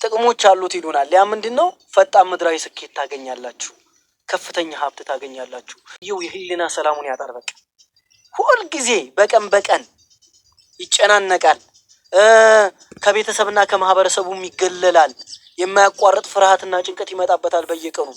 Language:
Amharic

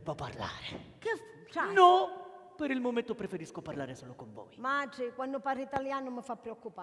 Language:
Sicilian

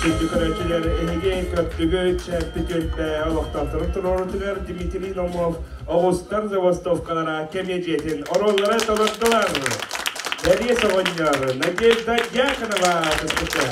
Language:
Yakut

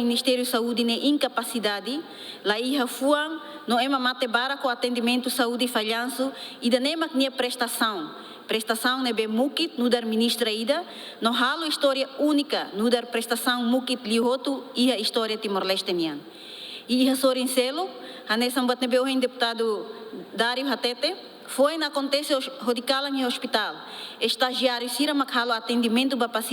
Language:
Tetum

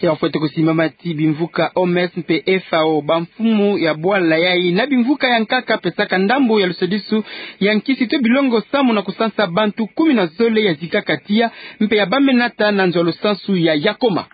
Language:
Kituba (Democratic Republic of Congo)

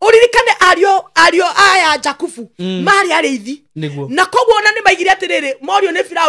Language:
Kikuyu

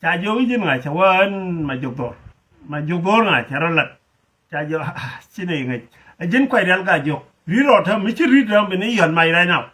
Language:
Nuer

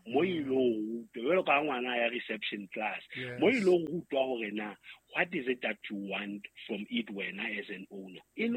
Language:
Southern Sotho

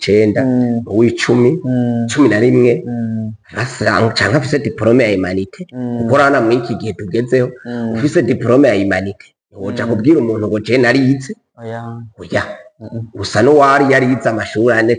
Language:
Rundi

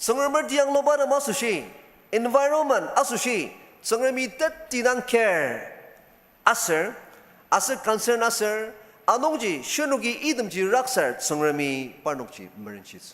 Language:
Ao Naga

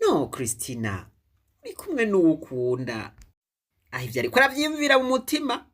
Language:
Rundi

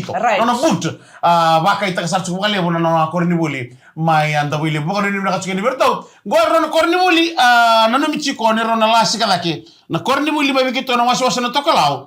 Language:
Fijian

